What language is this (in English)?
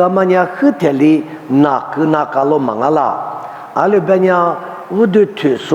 Lisu